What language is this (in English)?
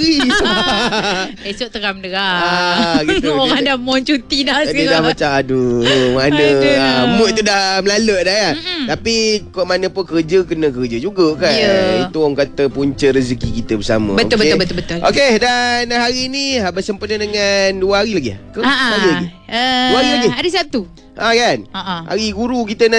Malay